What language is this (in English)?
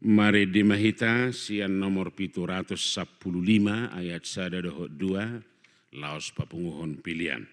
Batak Toba